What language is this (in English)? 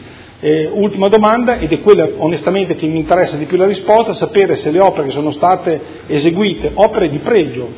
Italian